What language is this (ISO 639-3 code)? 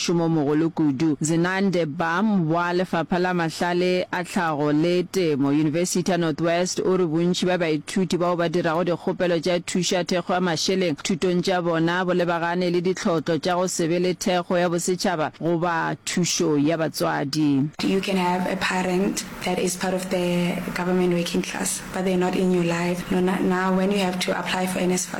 nso